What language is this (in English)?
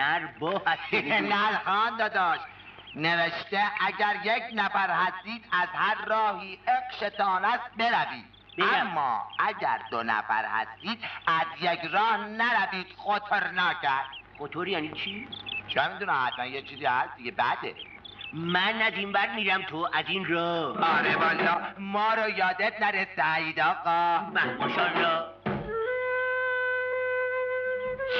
Persian